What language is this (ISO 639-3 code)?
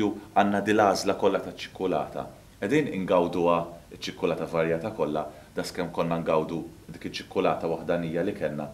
mlt